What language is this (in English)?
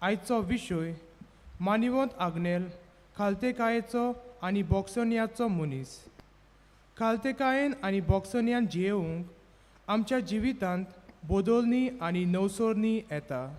Konkani